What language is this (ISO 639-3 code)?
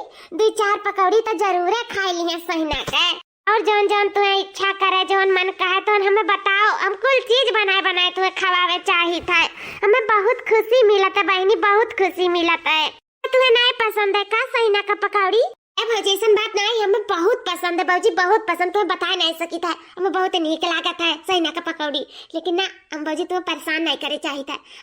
awa